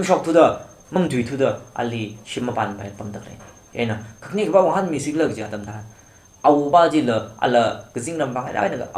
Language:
Tangkhul Naga (India)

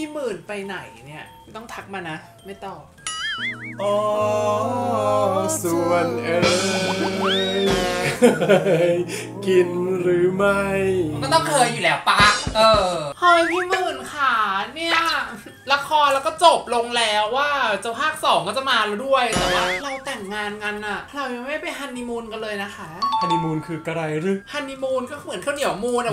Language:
Thai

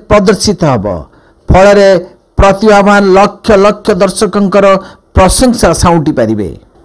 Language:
Odia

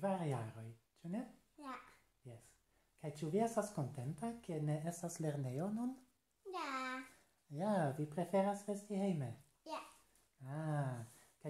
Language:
Esperanto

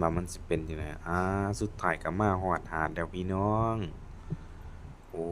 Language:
Lao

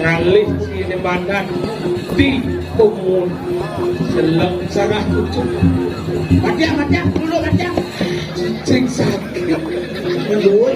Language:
Balinese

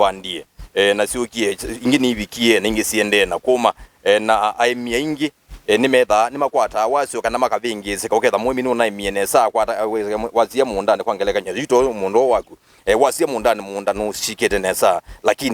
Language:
Kamba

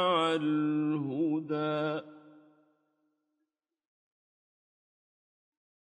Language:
Arabic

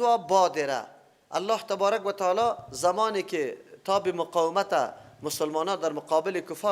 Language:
Persian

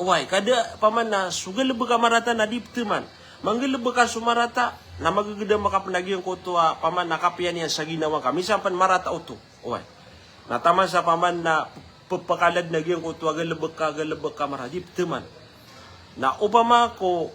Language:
Maranao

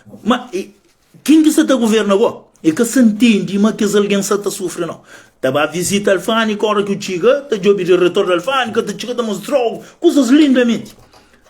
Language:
Kabuverdianu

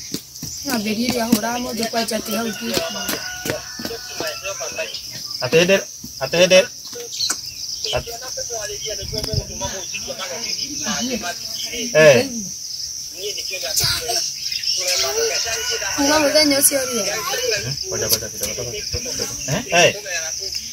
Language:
Kikuyu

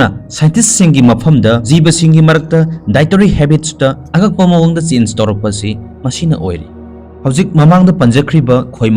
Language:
Manipuri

